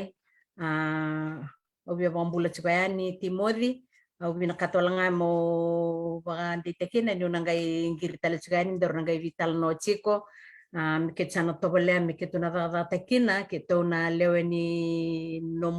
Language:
Fijian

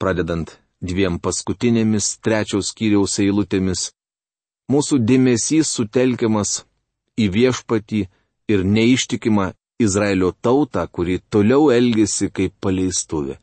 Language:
Lithuanian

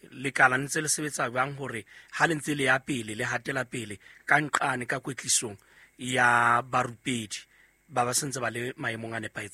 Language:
Southern Sotho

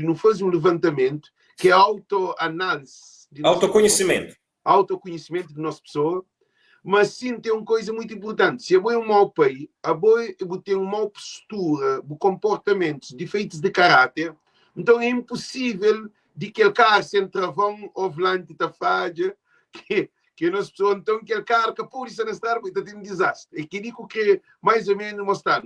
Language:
Kabuverdianu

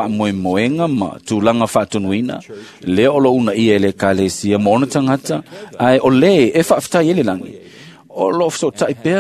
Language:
Samoan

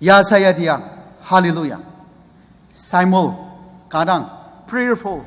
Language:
Ao Naga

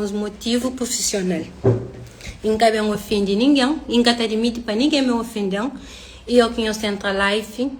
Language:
Kabuverdianu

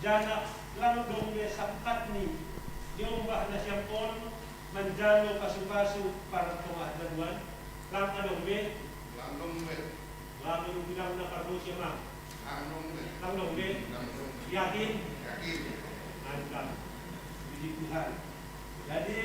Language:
Batak Simalungun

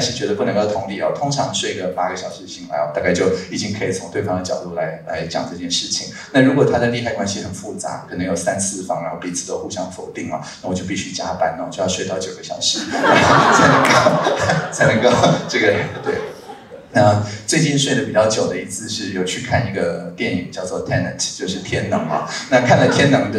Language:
Chinese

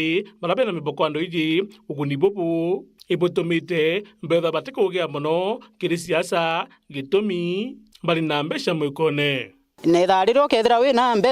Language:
Meru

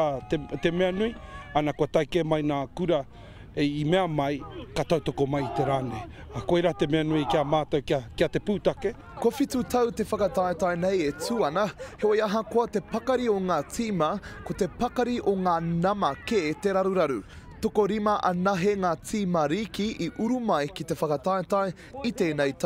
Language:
Māori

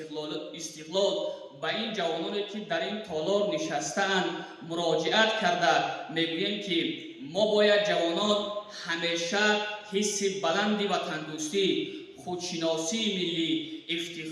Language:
Tajik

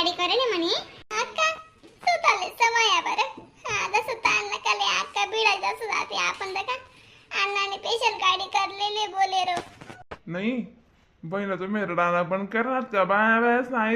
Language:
Khandesi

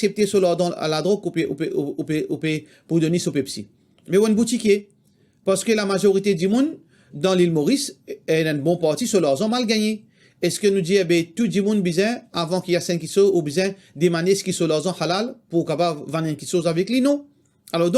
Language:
Morisyen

